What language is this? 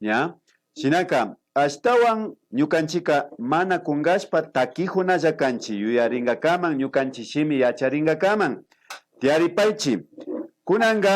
Imbabura Highland Quichua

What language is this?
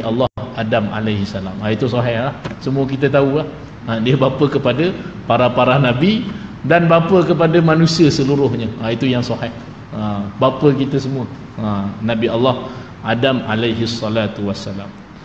Malay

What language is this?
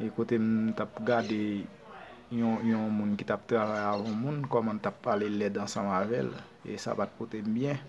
Haitian Creole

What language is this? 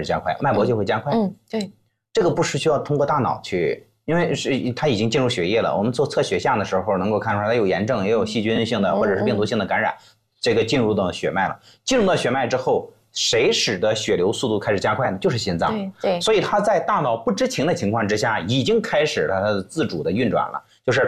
Chinese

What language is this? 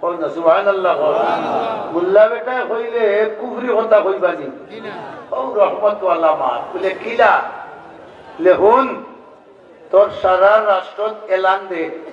Sylheti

